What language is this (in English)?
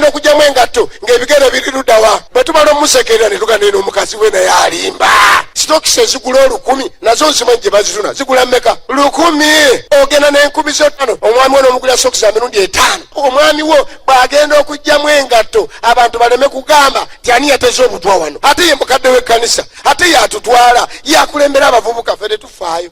Ganda